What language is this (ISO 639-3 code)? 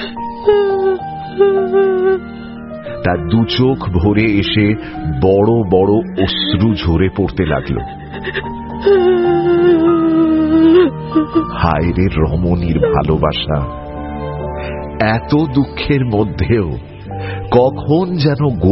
ben